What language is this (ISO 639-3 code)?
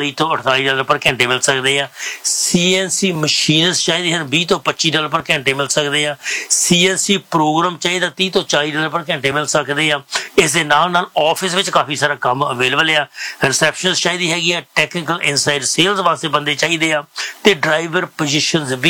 pan